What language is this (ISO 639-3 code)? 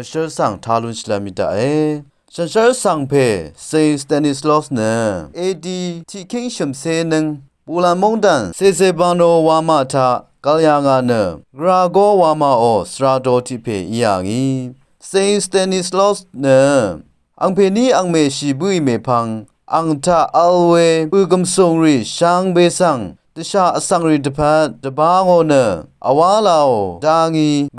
raw